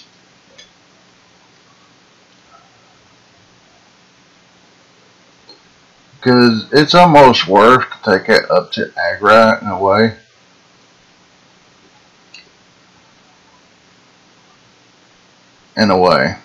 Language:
English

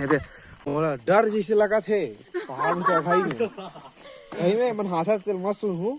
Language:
Chhattisgarhi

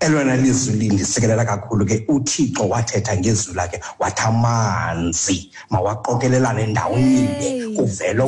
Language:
Xhosa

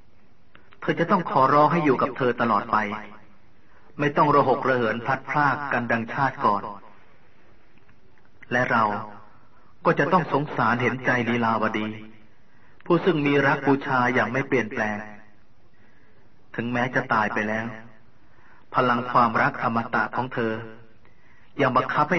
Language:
Thai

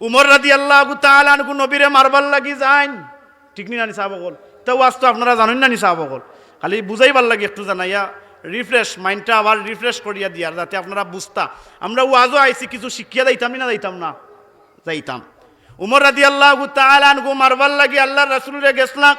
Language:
Sylheti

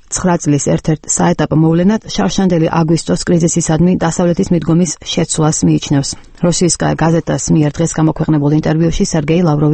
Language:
Georgian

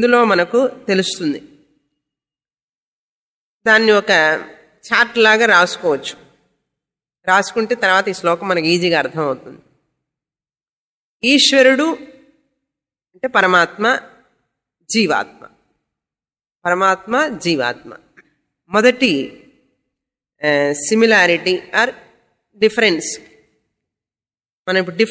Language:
Telugu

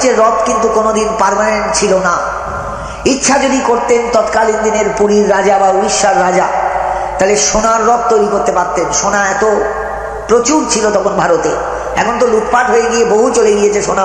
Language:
Bangla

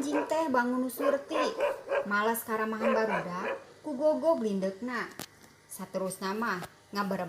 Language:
Sundanese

